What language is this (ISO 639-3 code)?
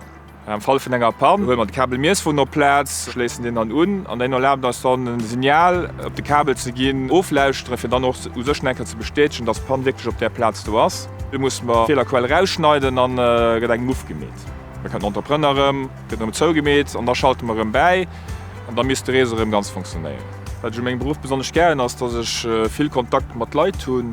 ltz